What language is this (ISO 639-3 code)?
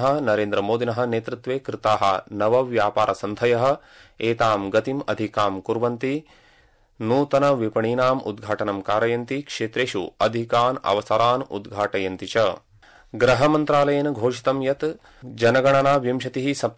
san